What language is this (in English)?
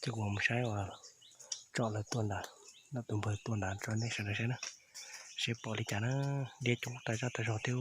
Hmong